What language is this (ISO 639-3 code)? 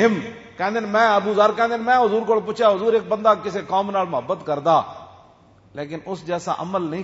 lah